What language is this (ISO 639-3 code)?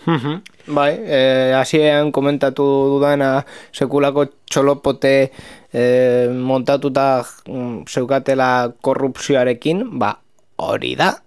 eus